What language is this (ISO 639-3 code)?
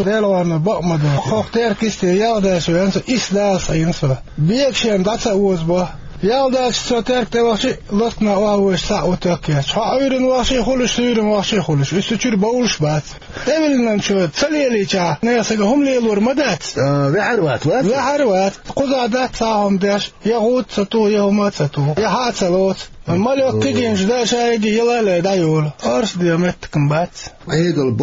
che